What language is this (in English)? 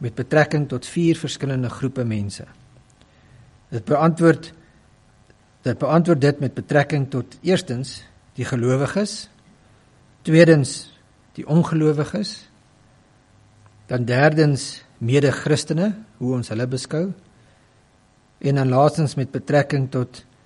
Afrikaans